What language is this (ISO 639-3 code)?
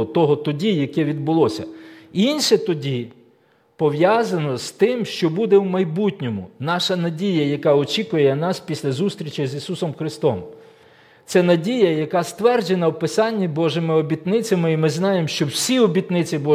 ukr